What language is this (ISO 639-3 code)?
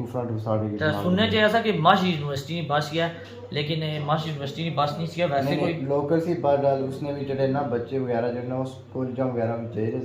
phr